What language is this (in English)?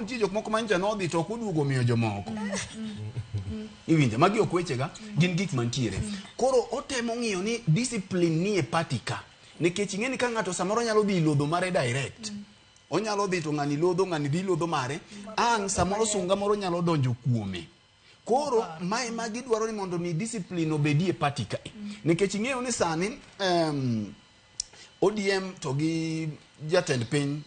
Luo (Kenya and Tanzania)